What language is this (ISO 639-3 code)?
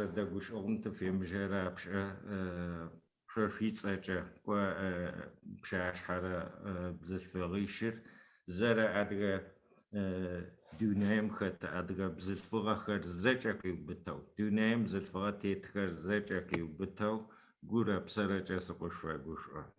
ady